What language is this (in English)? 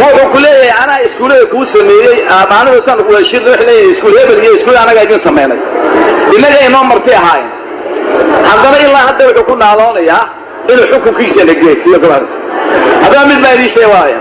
Somali